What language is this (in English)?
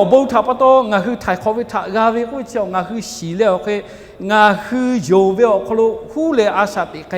Lahu